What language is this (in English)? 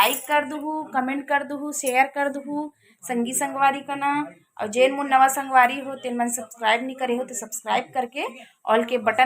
Chhattisgarhi